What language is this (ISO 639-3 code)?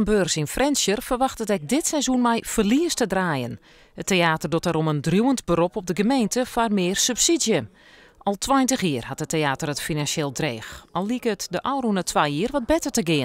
fry